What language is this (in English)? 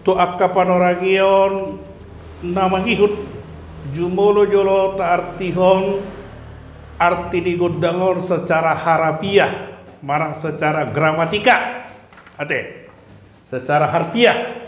Batak Toba